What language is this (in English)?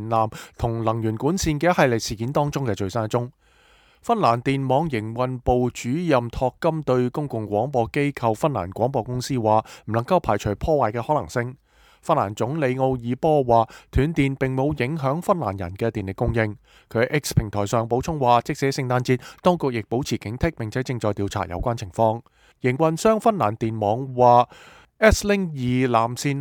Cantonese